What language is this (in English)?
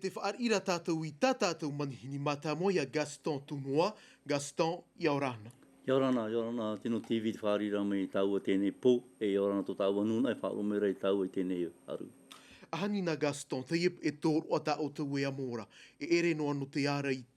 Tahitian